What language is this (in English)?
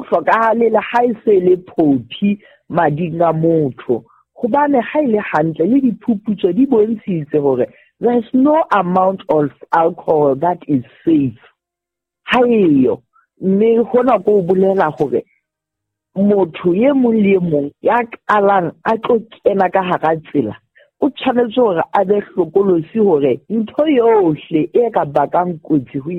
Southern Sotho